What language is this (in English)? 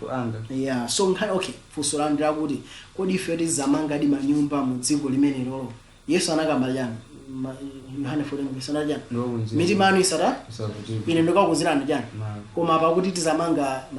Nyanja